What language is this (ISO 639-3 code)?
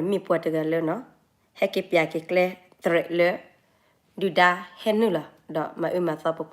ksw